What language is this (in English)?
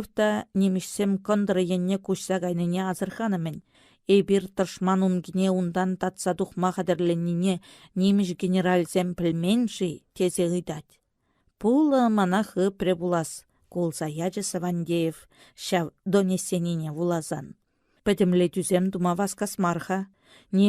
Chuvash